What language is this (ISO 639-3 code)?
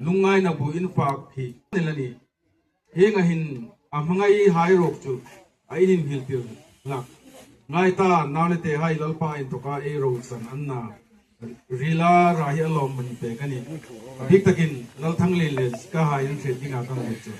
hmr